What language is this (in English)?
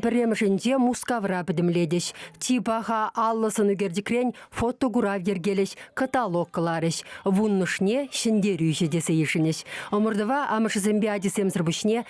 Chuvash